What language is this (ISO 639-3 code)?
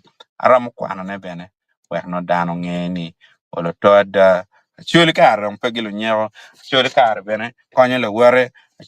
ach